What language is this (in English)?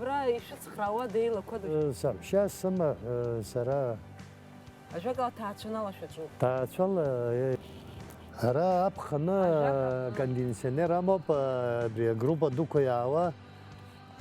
Abkhazian